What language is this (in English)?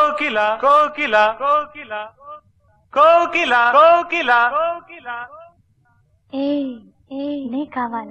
Telugu